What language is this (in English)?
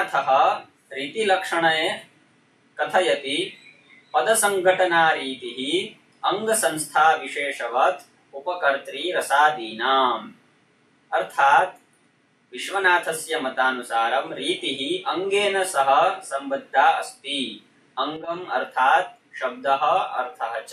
Sanskrit